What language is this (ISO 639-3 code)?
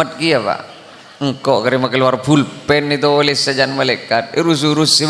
mad